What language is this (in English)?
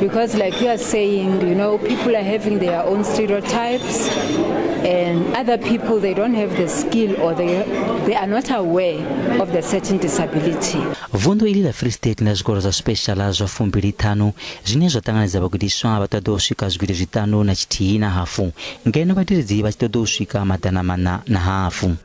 Venda